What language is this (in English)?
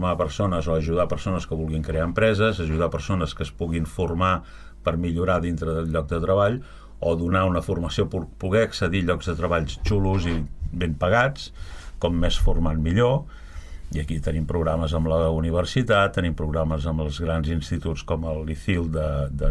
Catalan